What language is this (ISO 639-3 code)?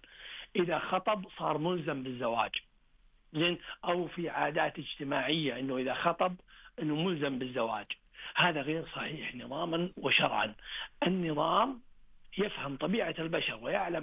ars